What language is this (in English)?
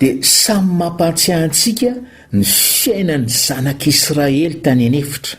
Malagasy